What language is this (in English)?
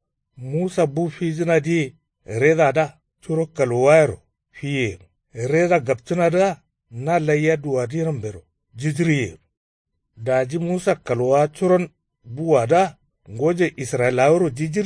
Kanuri